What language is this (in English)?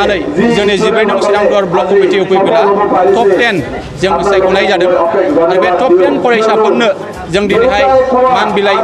Bodo